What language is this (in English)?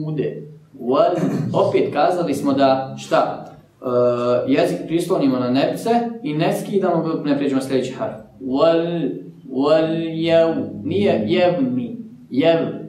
Bosnian